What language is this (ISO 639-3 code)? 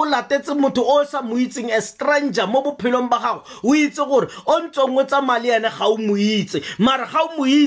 tsn